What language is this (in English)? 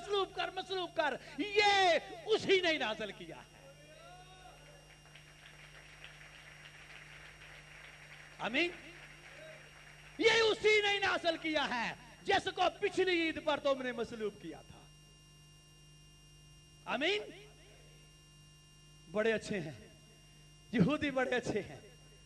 Urdu